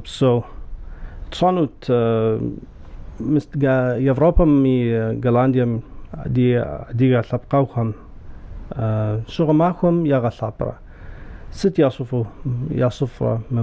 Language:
Kabardian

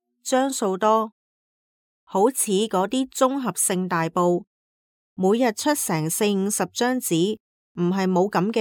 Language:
Cantonese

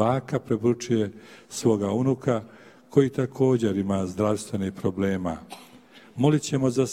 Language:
Croatian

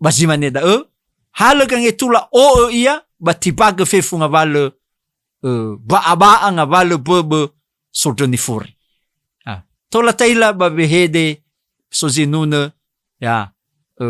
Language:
Nias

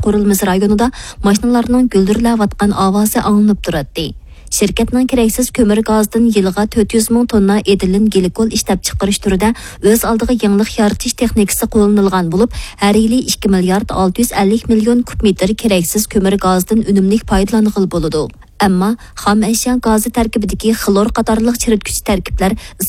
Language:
Uyghur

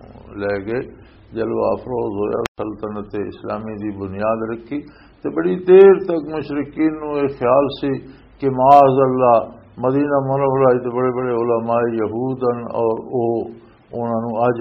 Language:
Western Panjabi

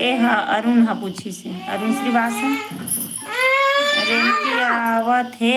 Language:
Chhattisgarhi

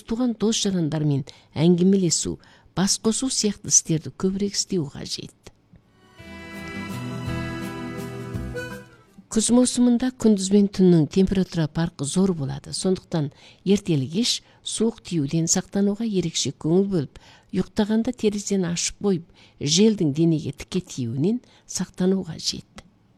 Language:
Kazakh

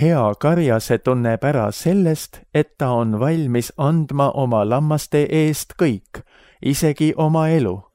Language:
Estonian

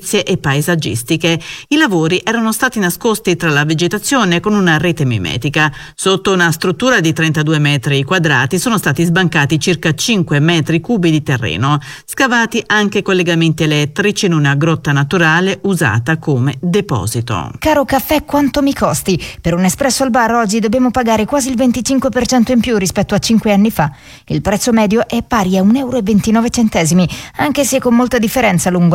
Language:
Italian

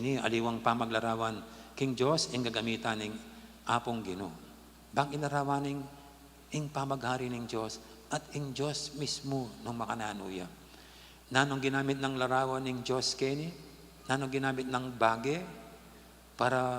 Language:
Pampanga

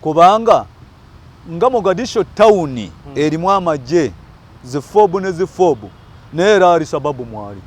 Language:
Ganda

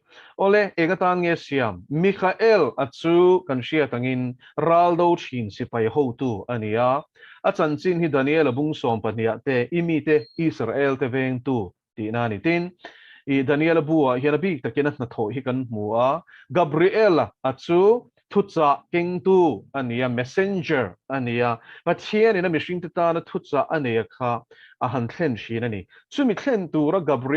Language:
Mizo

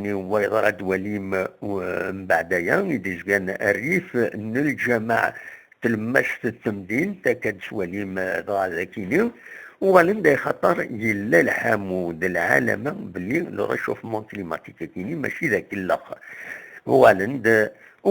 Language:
Kabyle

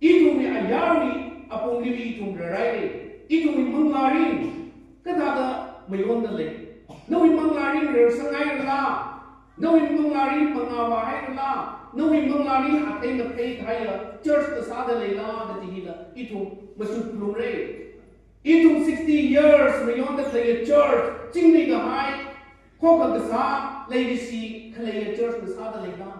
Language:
Tangkhul Naga (India)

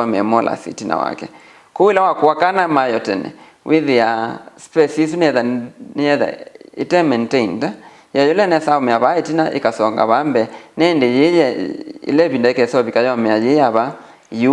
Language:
Kamba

